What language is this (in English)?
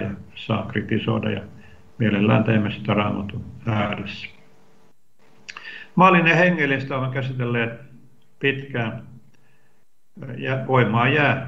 Finnish